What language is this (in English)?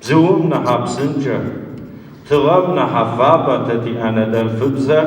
Adyghe